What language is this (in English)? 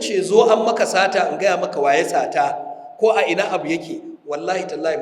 Hausa